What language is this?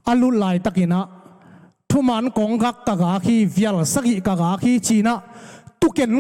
Tedim Chin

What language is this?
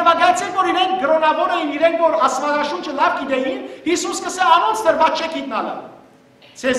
Western Armenian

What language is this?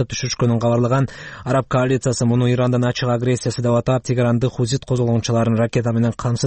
Kyrgyz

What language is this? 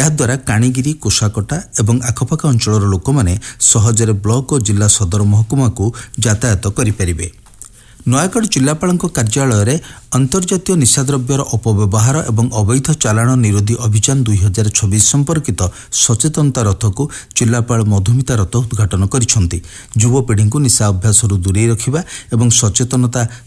Odia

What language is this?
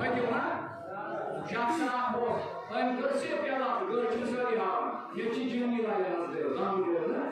Kashmiri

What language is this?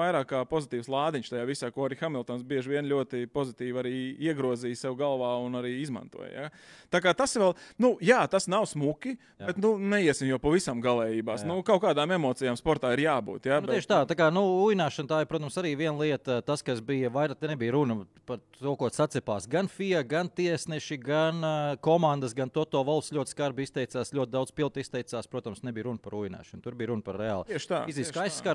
Latvian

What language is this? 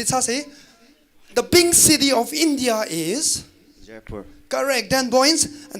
Tangkhul Naga (India)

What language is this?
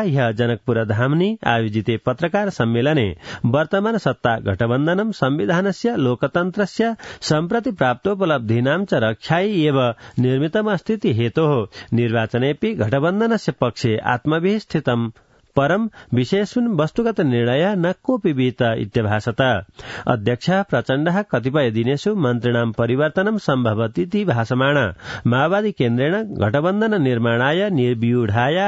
Sanskrit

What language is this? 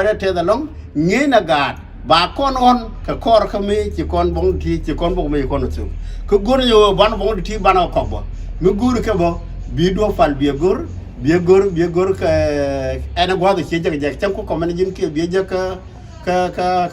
Nuer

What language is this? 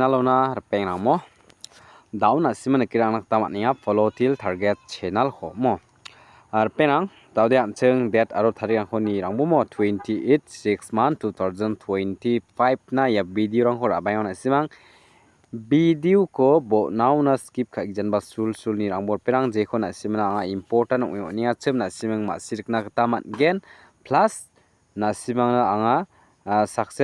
Garo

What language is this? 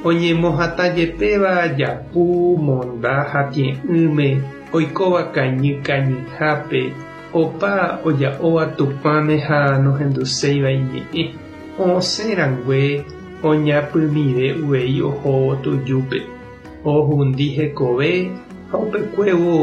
Guarani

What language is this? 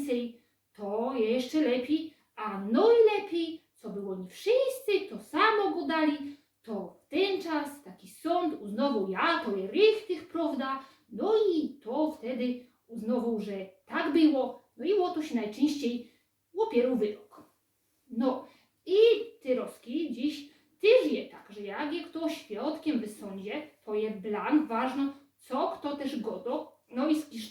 Silesian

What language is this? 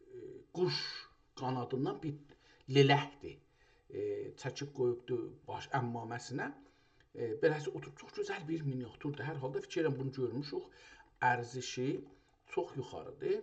South Azerbaijani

